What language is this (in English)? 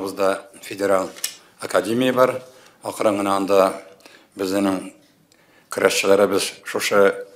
Tatar